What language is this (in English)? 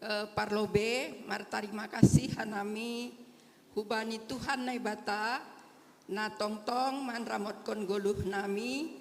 Batak Simalungun